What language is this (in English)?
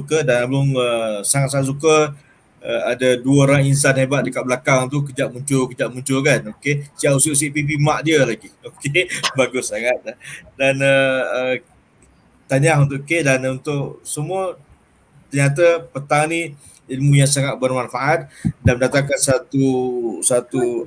Malay